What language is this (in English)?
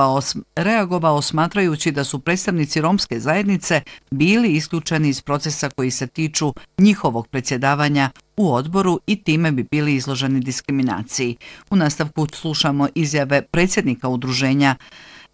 Bosnian